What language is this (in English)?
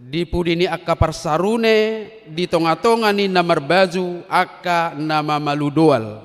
Batak Toba